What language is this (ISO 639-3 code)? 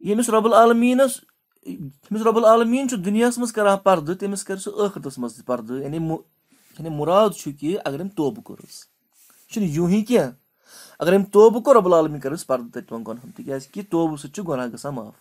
kas